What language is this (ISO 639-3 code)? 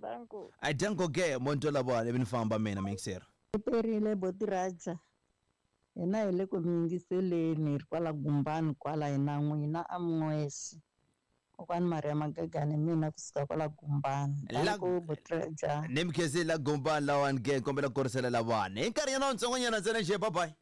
tso